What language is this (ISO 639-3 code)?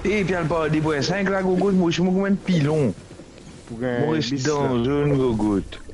mfe